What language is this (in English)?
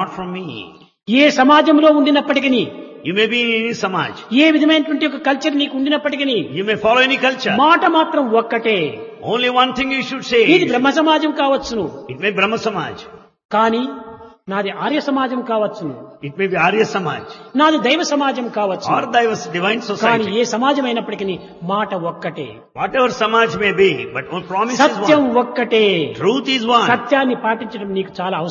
Telugu